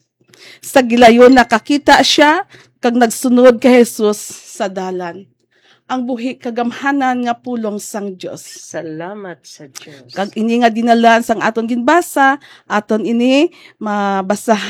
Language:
Hiligaynon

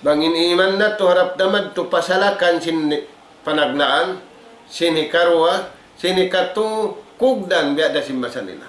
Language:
Tausug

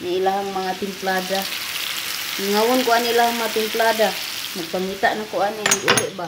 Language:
Cebuano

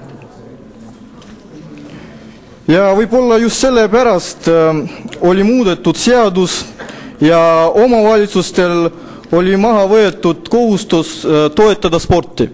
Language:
Estonian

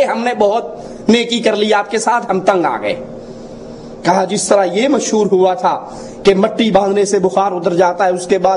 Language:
Urdu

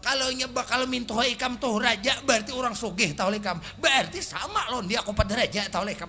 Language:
Banjar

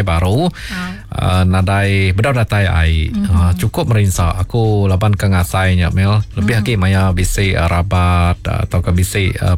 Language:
Iban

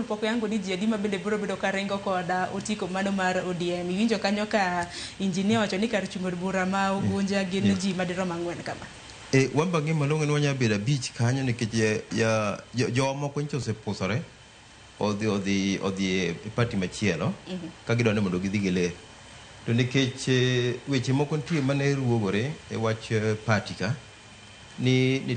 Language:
Luo (Kenya and Tanzania)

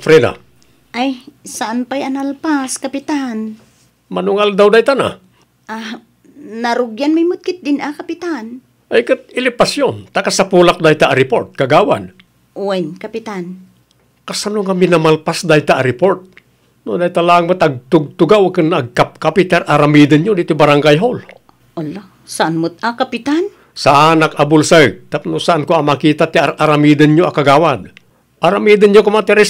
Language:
Iloko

